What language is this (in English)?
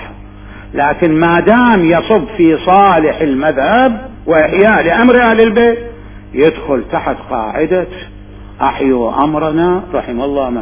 Mesopotamian Arabic